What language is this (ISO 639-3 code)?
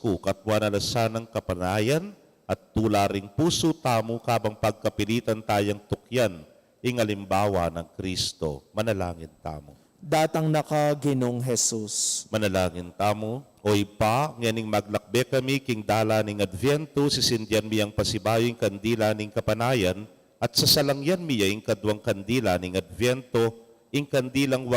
pam